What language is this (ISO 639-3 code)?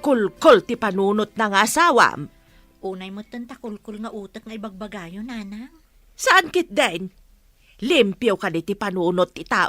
ilo